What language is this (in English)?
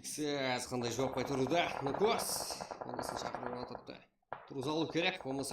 Kara-Kalpak